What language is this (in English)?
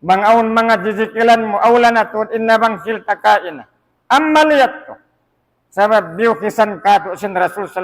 Tausug